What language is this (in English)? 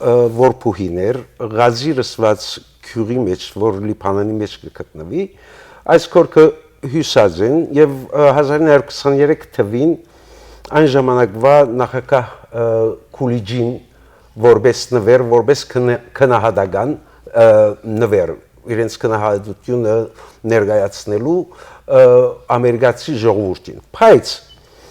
Western Armenian